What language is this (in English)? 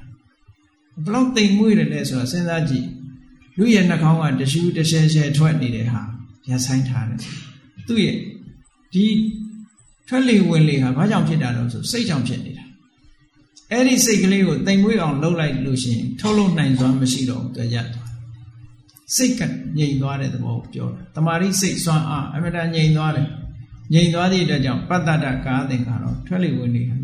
Burmese